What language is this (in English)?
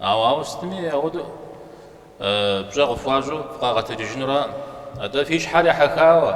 Kabardian